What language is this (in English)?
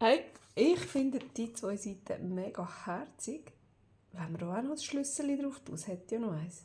Swiss German